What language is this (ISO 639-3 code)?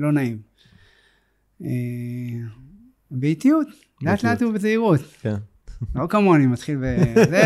heb